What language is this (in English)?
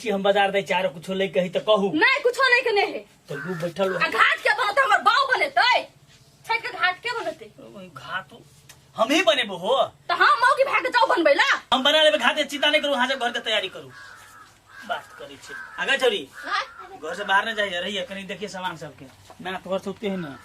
Maithili